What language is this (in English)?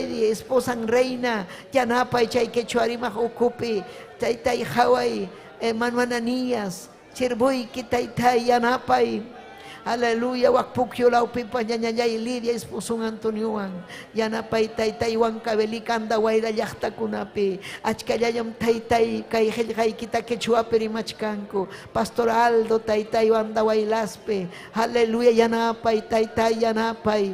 Ayacucho Quechua